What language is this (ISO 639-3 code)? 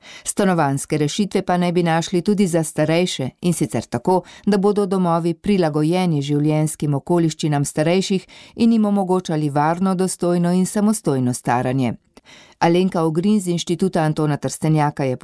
slv